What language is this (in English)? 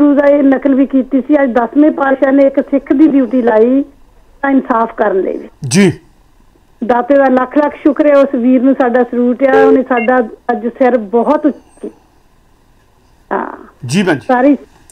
Punjabi